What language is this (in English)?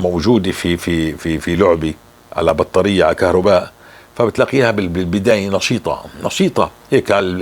North Levantine Arabic